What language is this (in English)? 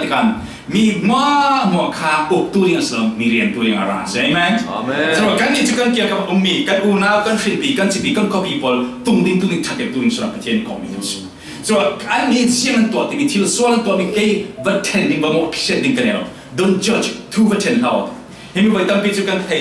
Falam Chin